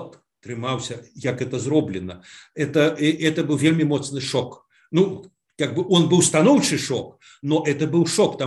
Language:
Belarusian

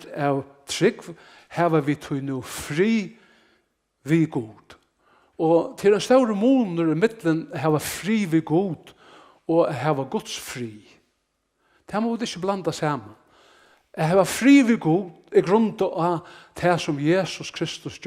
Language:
Faroese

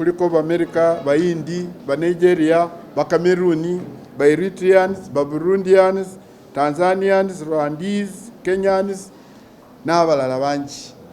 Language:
Ganda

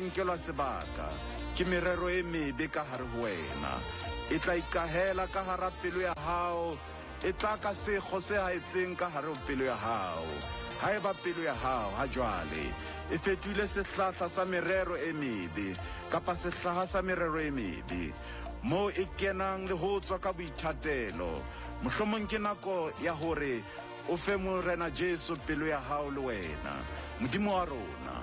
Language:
Southern Sotho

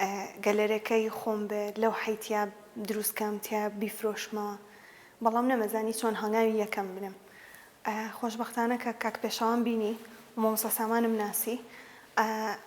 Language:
Central Kurdish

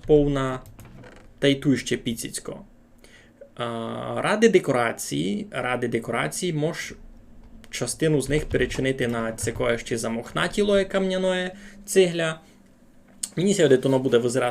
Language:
Rusyn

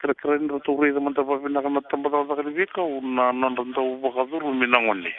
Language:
Fijian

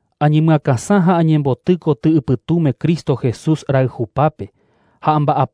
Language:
Guarani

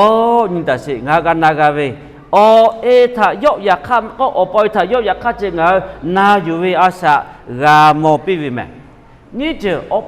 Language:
Lahu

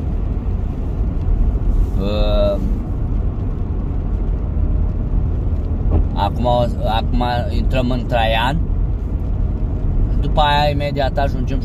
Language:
Romanian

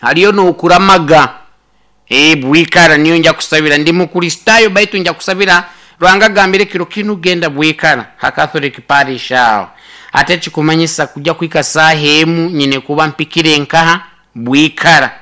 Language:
Nyoro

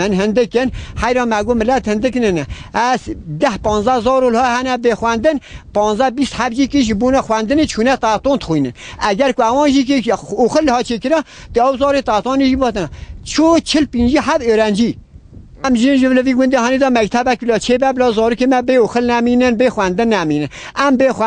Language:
Kurdish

